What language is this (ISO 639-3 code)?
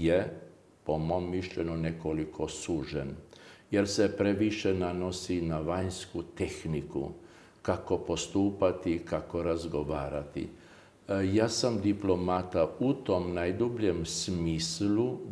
srp